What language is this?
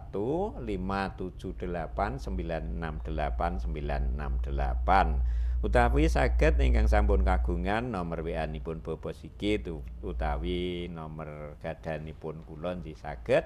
Javanese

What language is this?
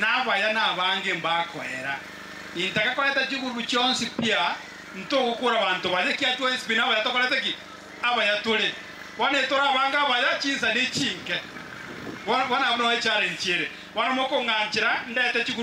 Gusii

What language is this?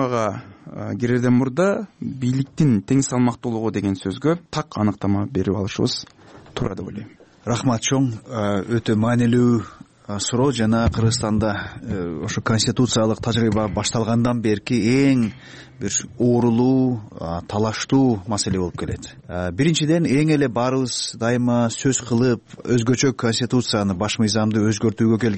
Kyrgyz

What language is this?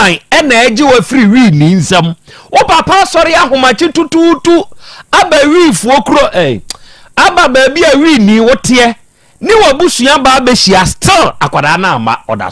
Akan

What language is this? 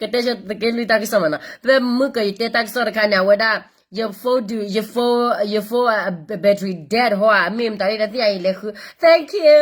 S'gaw Karen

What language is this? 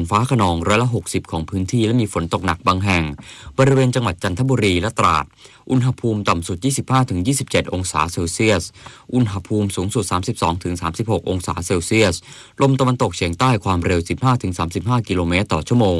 Thai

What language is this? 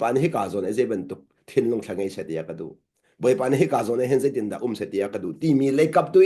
Hakha Chin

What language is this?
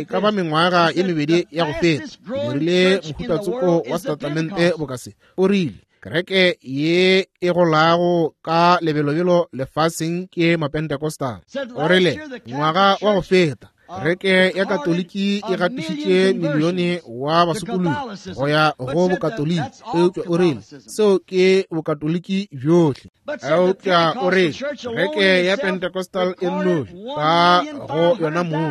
Northern Sotho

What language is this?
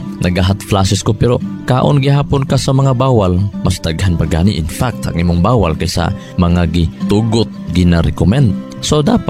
Cebuano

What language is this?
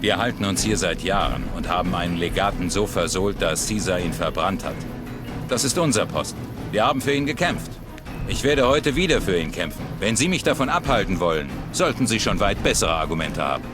Bavarian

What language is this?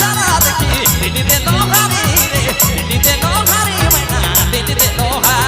Sadri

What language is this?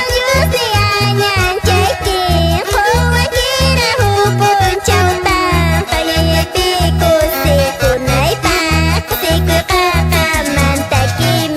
Quechua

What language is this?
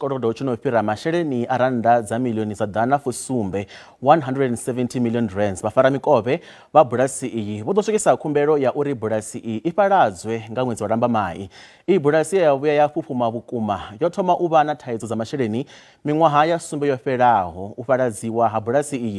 Venda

